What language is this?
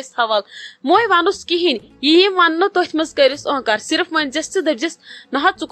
Kashmiri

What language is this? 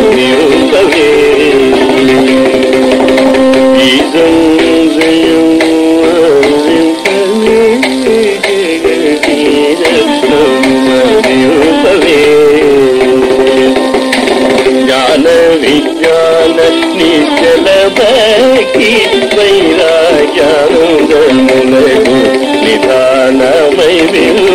Telugu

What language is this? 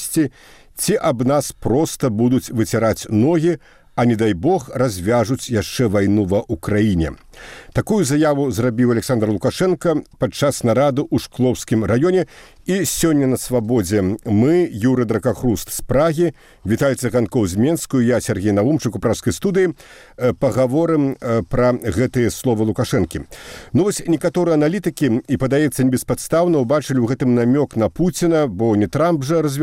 Belarusian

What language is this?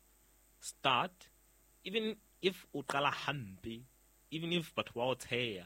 Southern Sotho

